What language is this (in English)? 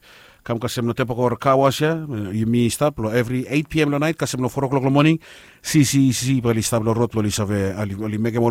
Bislama